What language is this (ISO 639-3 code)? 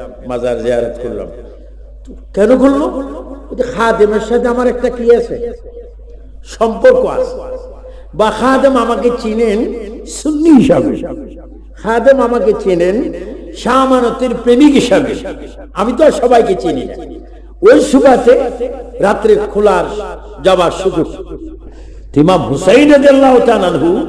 ben